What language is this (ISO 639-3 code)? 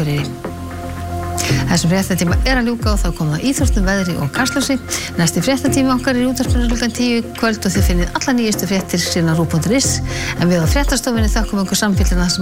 isl